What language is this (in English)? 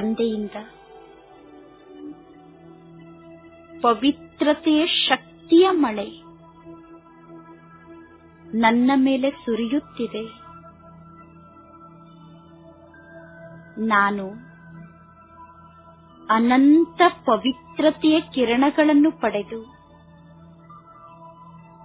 Kannada